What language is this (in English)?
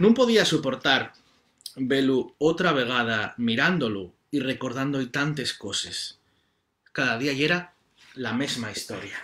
Asturian